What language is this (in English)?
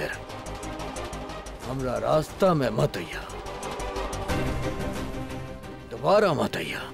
Bhojpuri